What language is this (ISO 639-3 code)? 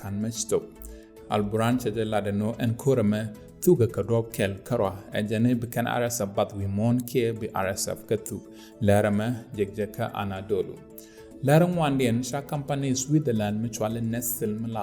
nus